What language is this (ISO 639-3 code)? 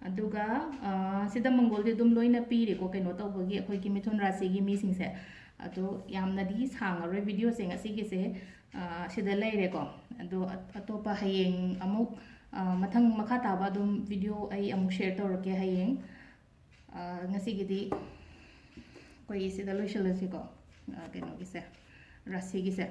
mni